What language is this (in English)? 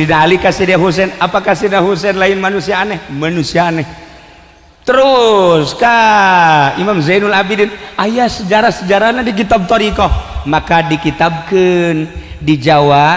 Sundanese